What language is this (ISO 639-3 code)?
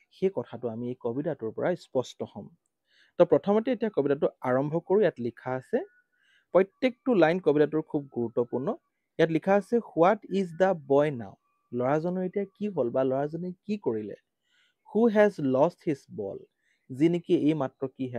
asm